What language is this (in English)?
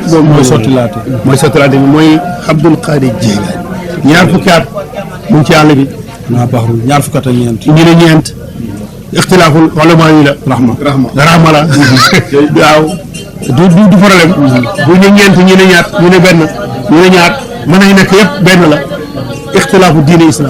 Wolof